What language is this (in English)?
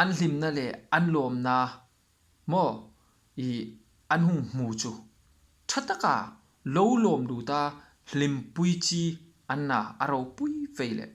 Hmar